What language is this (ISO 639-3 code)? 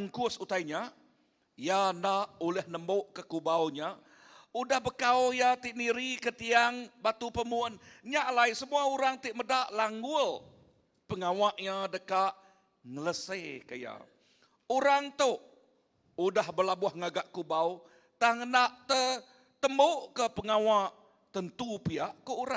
iba